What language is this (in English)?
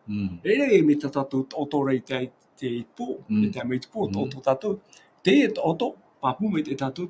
Tahitian